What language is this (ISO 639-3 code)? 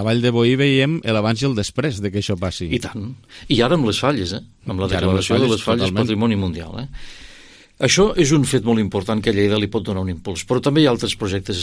cat